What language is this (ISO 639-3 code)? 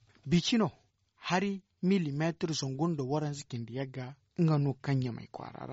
dje